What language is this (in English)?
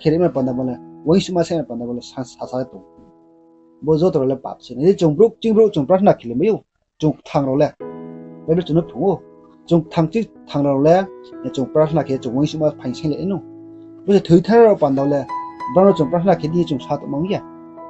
Riang (India)